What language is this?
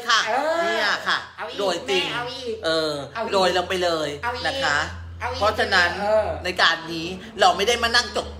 Thai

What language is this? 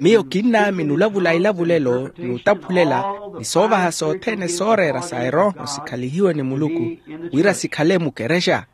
Makhuwa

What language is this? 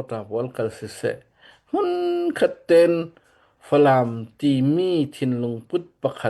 Hakha Chin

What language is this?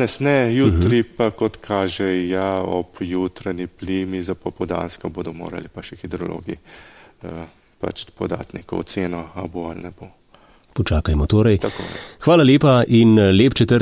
Slovenian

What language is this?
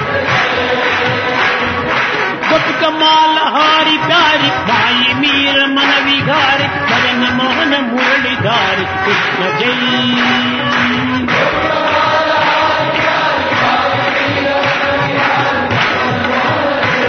Telugu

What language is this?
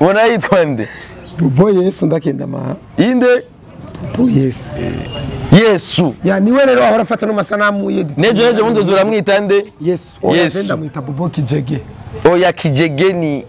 Rundi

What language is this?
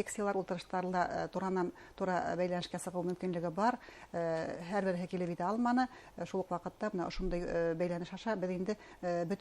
Bashkir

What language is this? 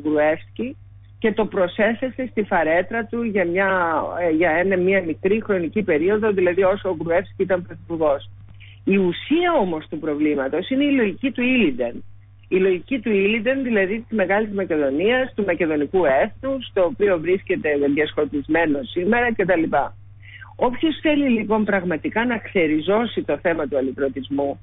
Greek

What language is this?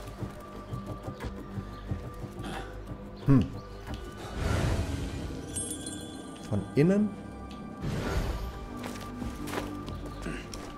German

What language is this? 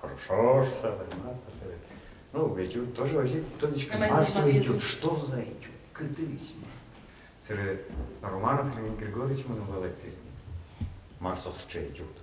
Udmurt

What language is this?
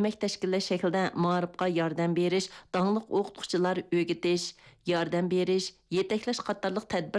Uyghur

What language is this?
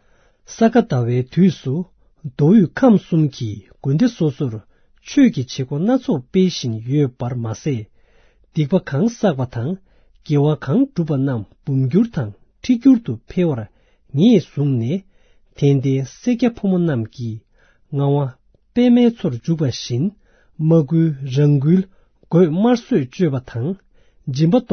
Tibetan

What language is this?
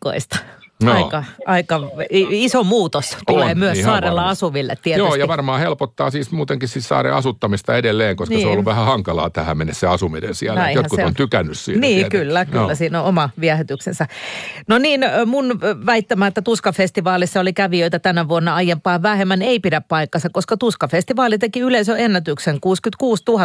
Finnish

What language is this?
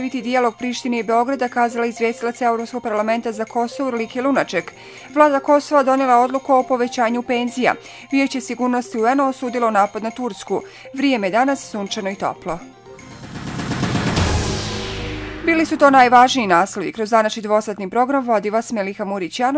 Bosnian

